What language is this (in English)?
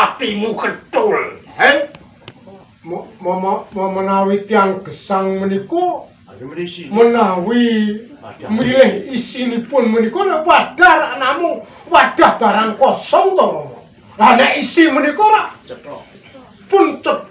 Javanese